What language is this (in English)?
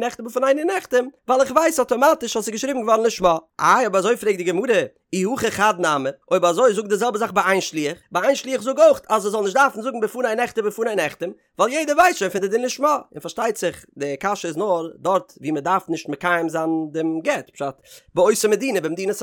Yiddish